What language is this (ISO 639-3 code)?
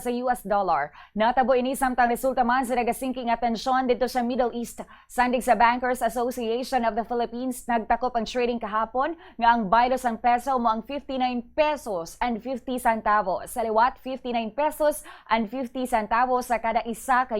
hil